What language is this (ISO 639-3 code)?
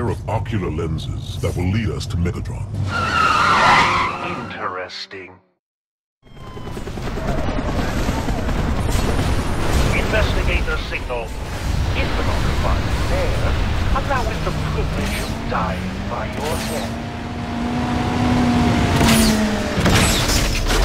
eng